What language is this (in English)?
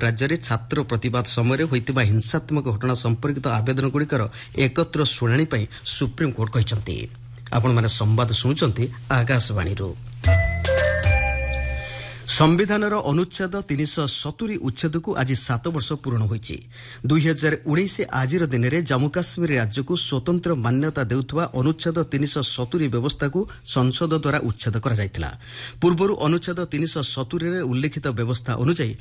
Odia